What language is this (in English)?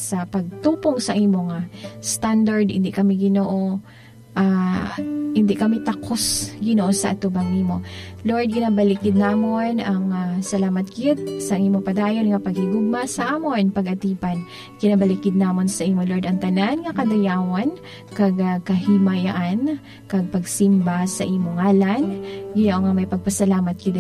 Hiligaynon